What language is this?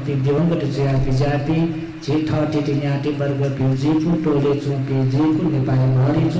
Newari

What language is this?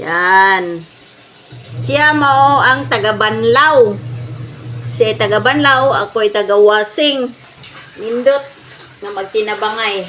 Cebuano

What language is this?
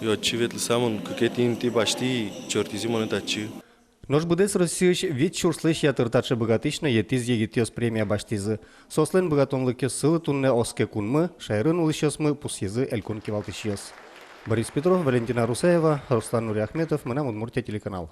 Udmurt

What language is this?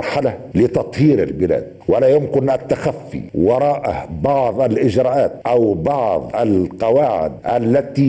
Tunisian Arabic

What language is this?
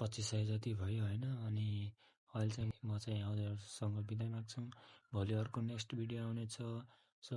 Nepali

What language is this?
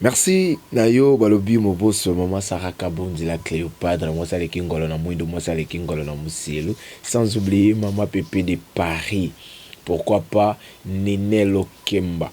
Lingala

